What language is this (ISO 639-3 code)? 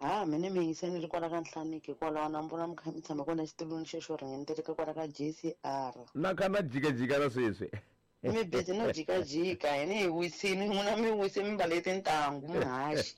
tso